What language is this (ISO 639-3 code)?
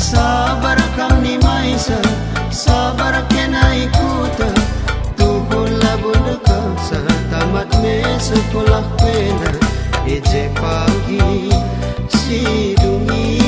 btx